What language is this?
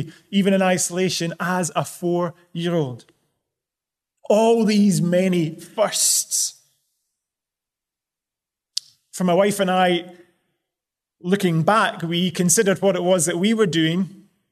English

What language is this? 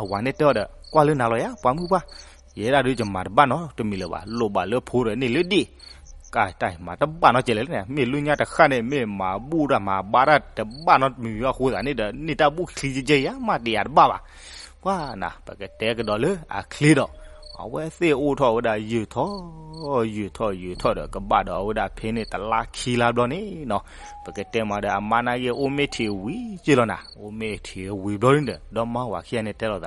S'gaw Karen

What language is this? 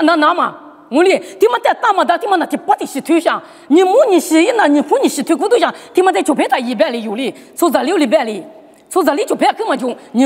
Lisu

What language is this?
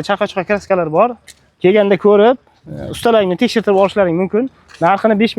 Uzbek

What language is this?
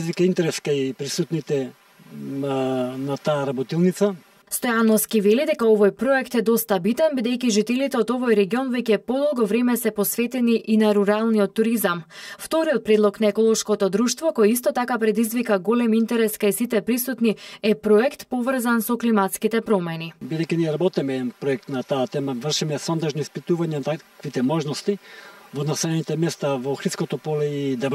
Macedonian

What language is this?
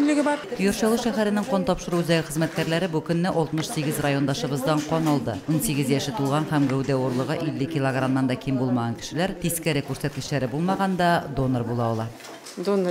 Tatar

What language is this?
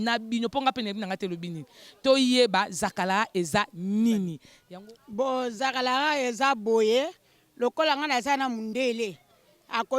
Lingala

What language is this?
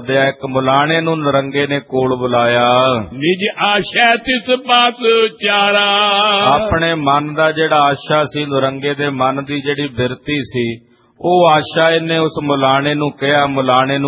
Punjabi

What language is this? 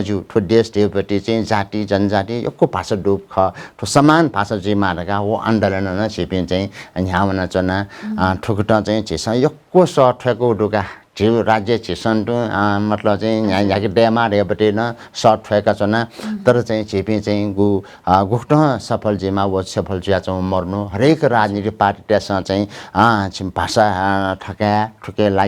Newari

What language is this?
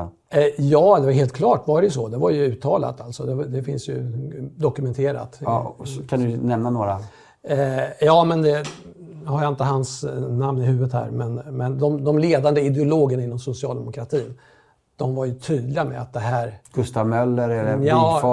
Swedish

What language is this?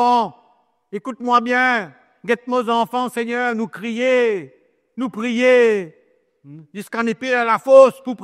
Morisyen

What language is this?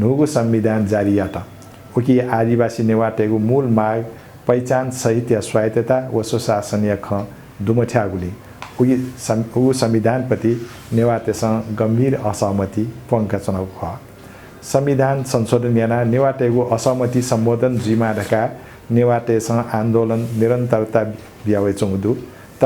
Newari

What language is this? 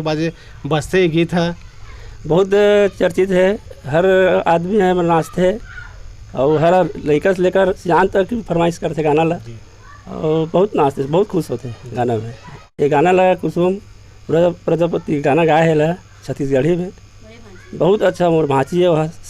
Chhattisgarhi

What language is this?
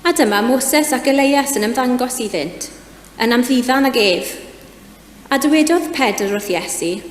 Welsh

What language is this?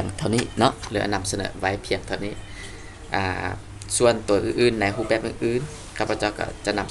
Lao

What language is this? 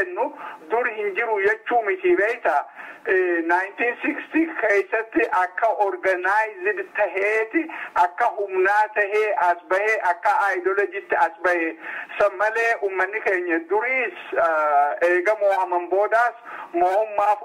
Oromo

